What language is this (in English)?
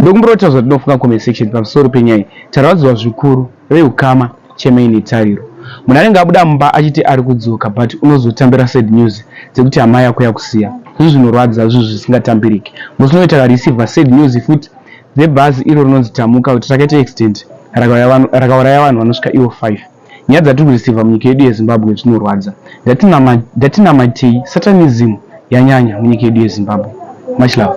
Shona